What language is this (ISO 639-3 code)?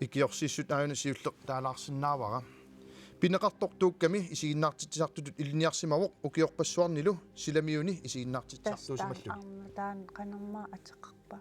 kal